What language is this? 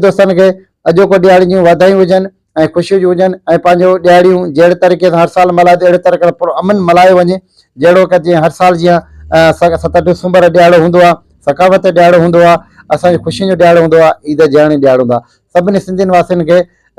Sindhi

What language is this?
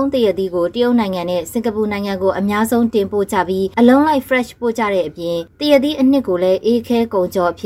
Burmese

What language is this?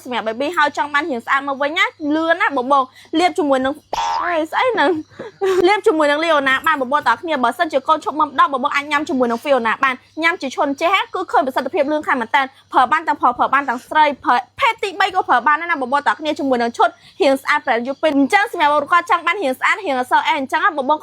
Khmer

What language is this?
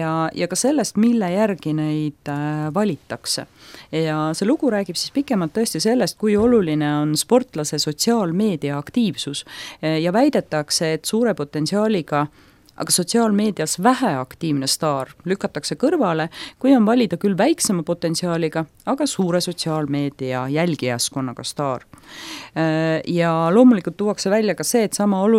Estonian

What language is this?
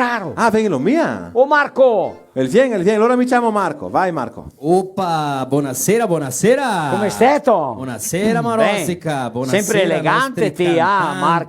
Venetian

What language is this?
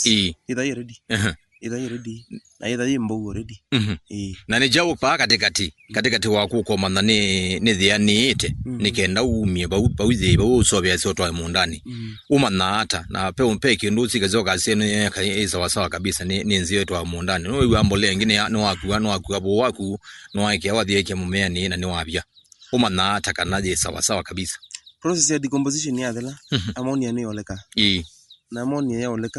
Kamba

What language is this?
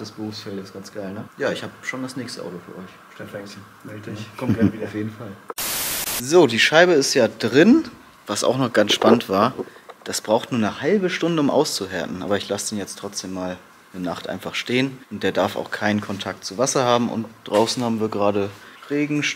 German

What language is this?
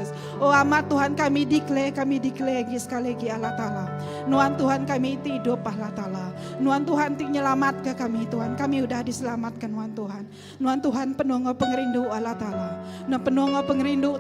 Iban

